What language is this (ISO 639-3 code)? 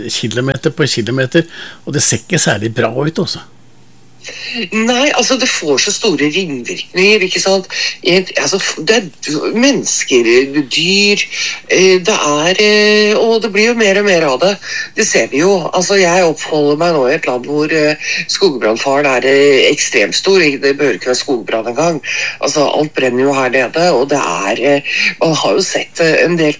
nor